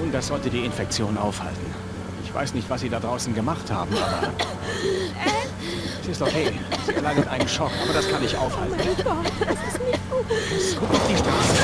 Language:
Bavarian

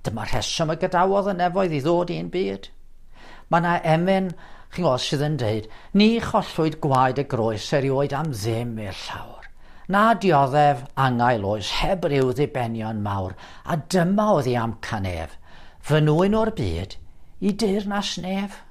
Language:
Welsh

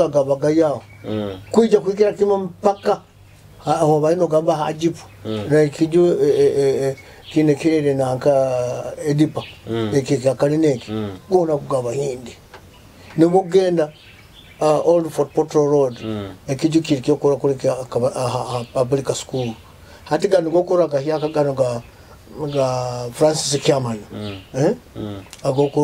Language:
Nyoro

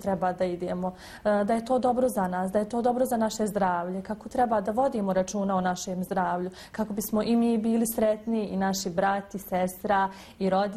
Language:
Bosnian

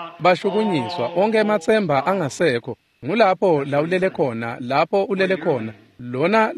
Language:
Swati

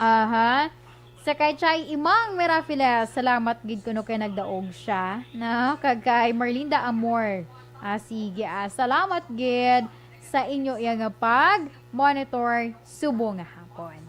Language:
Hiligaynon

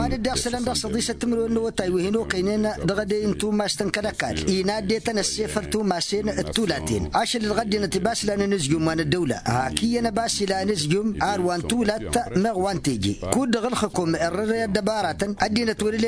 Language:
Tamasheq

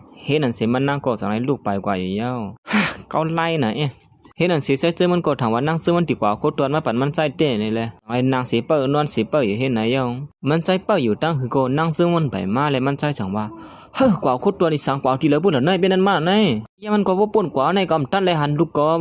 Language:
Shan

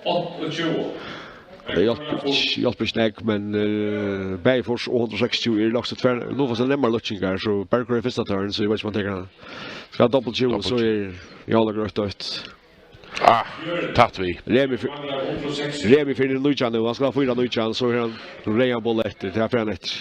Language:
Faroese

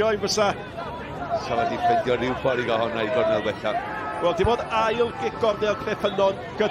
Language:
Welsh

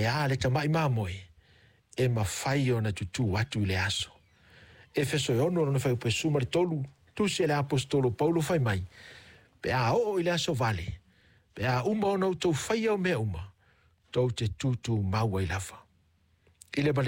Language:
Samoan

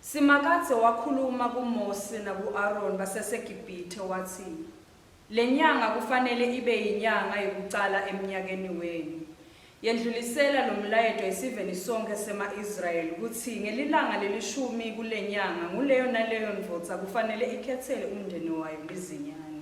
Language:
Swati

